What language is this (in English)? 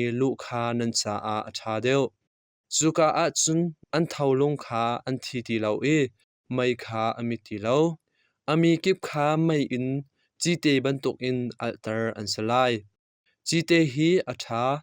Hakha Chin